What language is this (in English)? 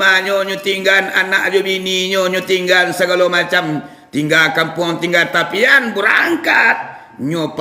Minangkabau